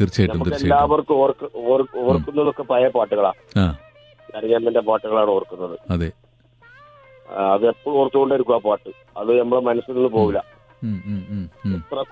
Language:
Malayalam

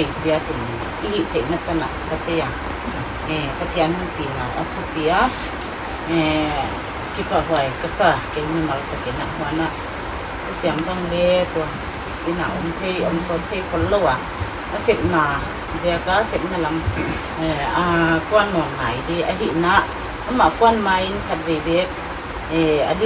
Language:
Paite Chin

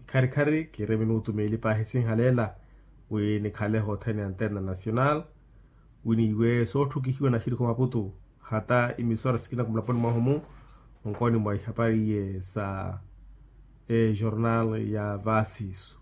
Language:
Makhuwa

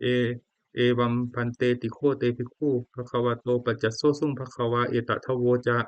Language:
Pali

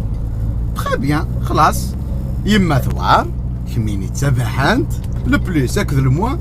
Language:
Kabyle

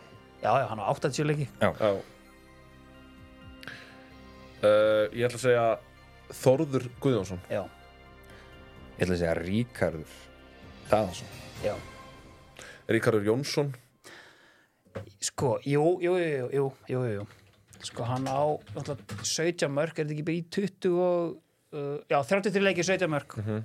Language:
Icelandic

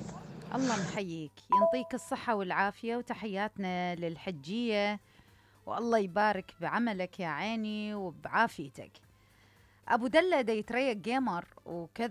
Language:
Mesopotamian Arabic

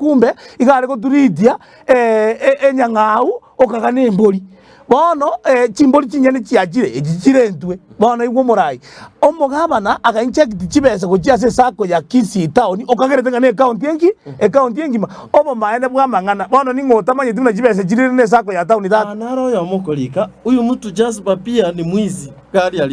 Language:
Gusii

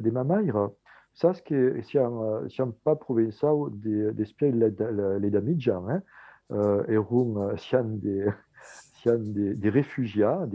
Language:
Occitan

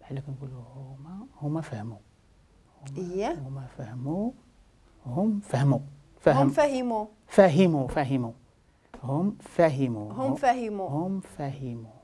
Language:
Moroccan Arabic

